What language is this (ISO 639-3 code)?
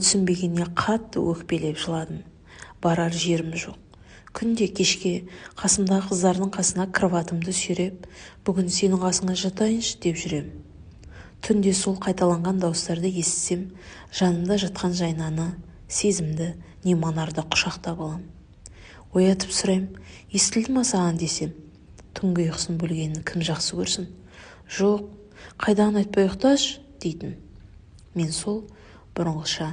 kaz